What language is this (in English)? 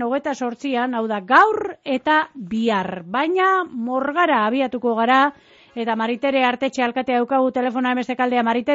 Basque